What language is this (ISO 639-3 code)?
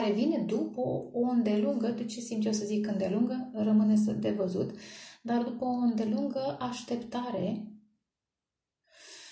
ron